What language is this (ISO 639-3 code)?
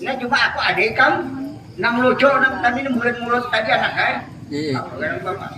bjn